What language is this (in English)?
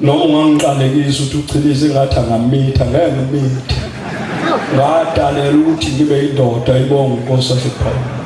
Zulu